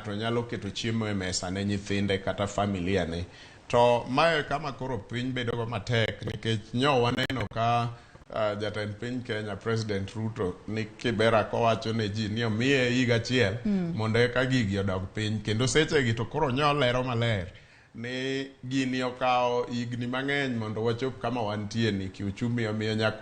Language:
Luo (Kenya and Tanzania)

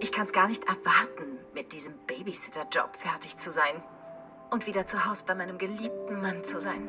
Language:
Bavarian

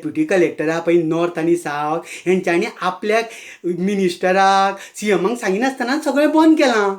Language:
Konkani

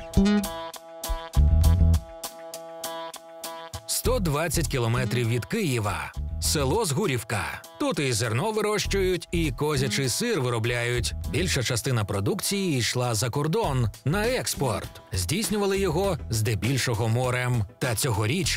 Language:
Ukrainian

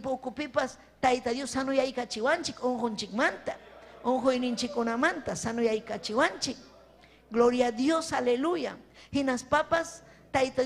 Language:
Ayacucho Quechua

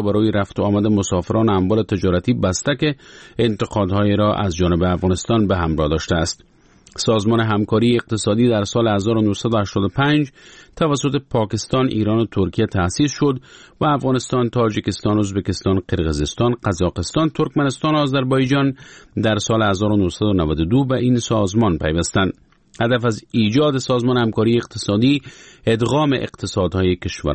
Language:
Persian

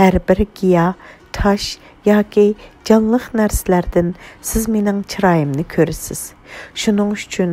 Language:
Uyghur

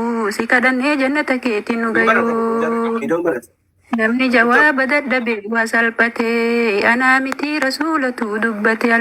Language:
Oromo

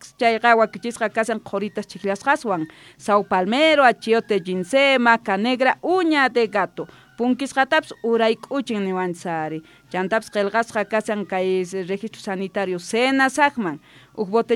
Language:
South Bolivian Quechua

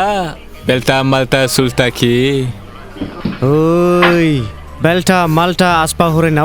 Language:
Dimasa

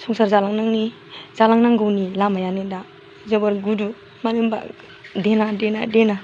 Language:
Bodo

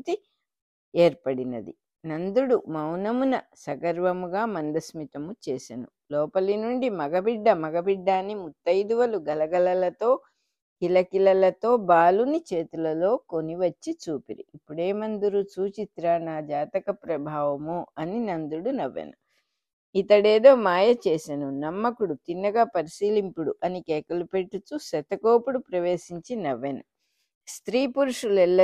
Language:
Telugu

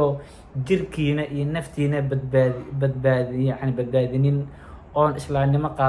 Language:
Somali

